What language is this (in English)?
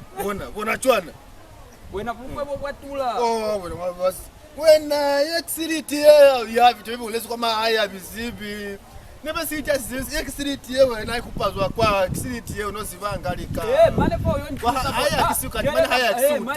Lozi